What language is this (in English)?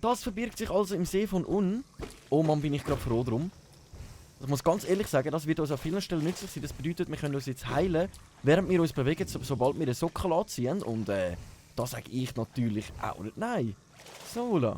Swiss German